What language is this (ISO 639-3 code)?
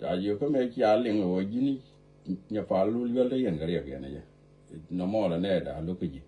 nus